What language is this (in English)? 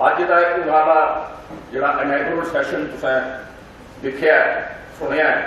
Dogri